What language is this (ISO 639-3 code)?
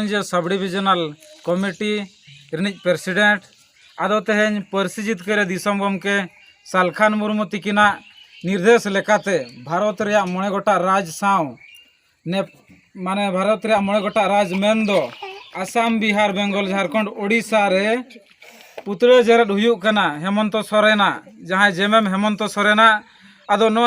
sat